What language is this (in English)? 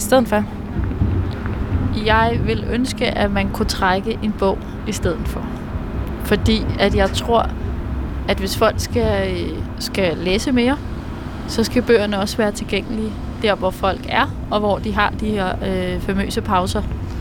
Danish